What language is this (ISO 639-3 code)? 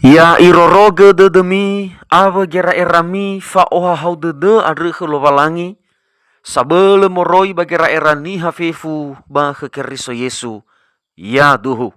nia